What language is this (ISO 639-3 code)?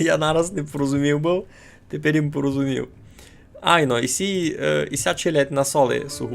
rue